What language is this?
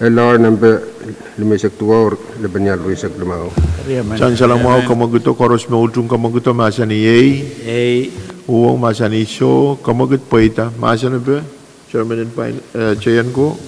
Pohnpeian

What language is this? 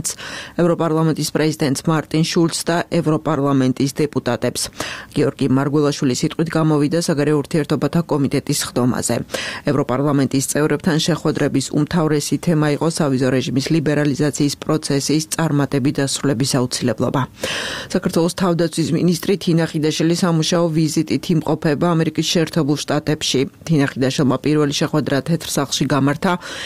Georgian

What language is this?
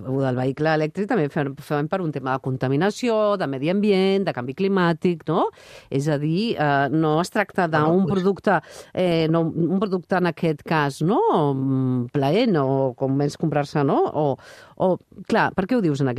Catalan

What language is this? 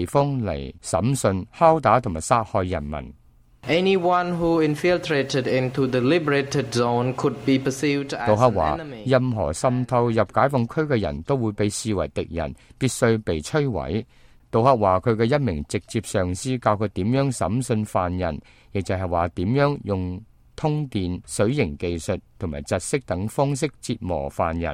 Cantonese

